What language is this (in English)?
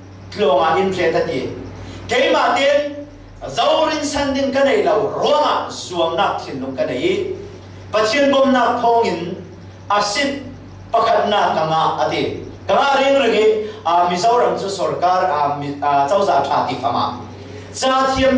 Falam Chin